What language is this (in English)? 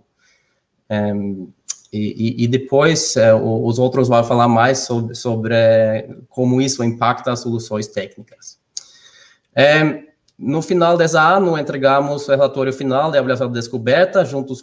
Portuguese